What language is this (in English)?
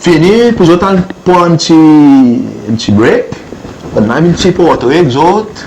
Seselwa Creole French